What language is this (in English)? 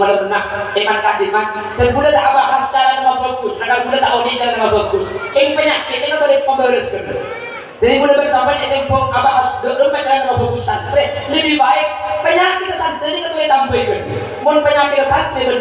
Madurese